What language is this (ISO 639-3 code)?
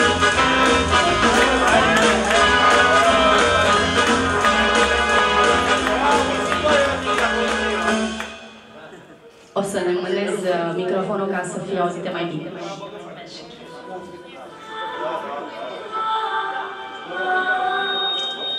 ron